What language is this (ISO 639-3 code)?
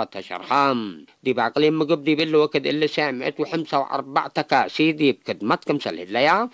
tig